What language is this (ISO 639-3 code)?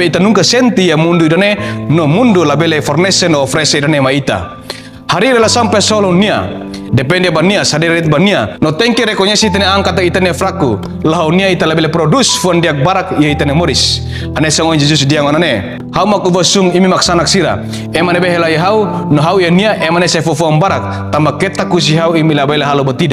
tet